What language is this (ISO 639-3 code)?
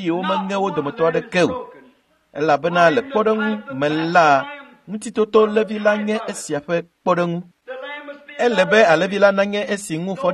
ewe